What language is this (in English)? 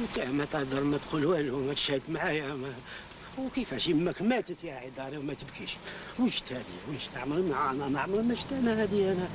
Algerian Arabic